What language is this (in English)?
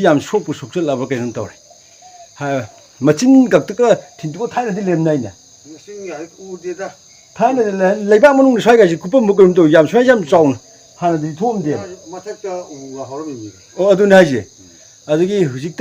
Manipuri